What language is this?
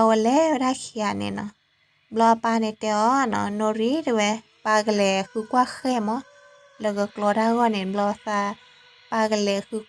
S'gaw Karen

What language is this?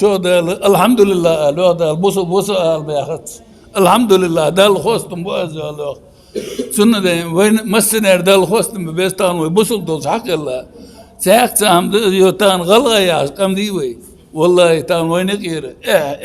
Ingush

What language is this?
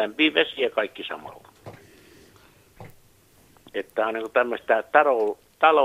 Finnish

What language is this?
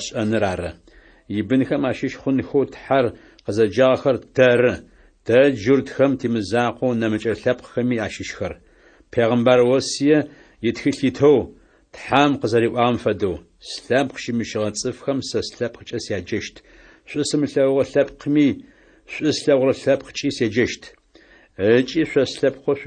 Adyghe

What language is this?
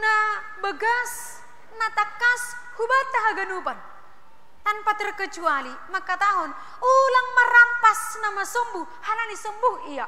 Batak Simalungun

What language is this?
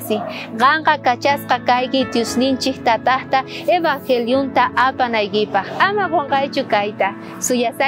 South Bolivian Quechua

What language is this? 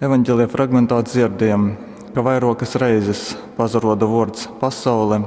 Latgalian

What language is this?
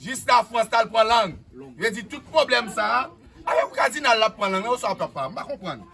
Haitian Creole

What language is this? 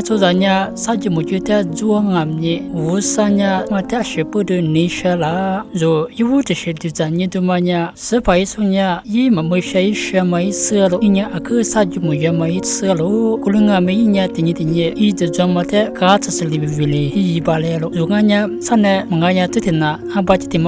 Lisu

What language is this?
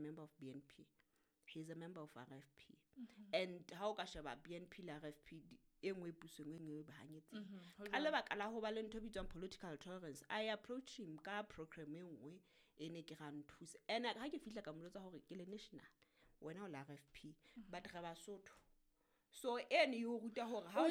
Southern Sotho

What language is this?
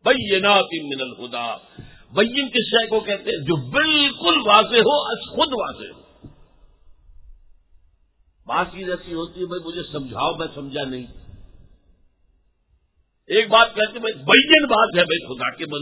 Urdu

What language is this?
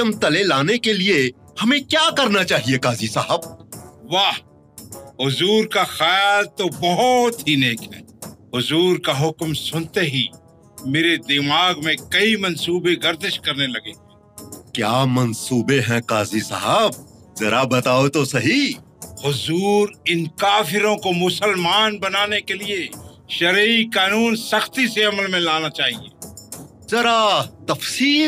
Hindi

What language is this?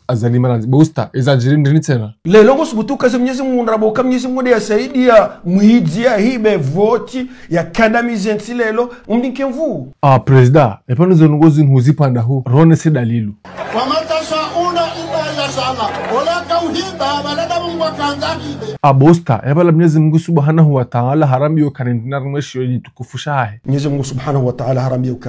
Ngazidja Comorian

